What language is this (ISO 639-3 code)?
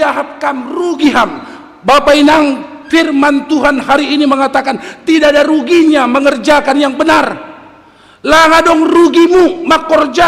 bts